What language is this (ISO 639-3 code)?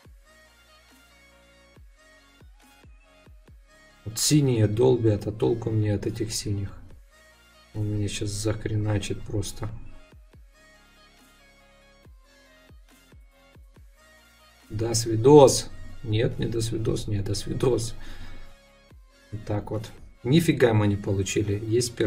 rus